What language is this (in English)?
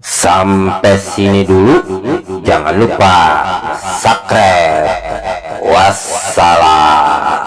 Betawi